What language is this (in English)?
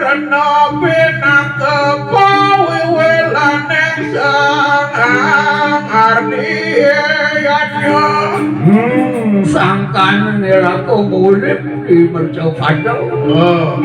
Balinese